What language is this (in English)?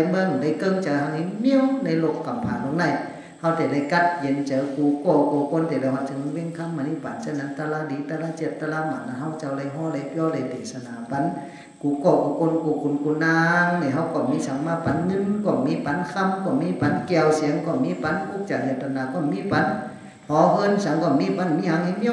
Shan